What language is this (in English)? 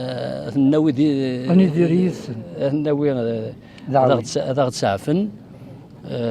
Kabyle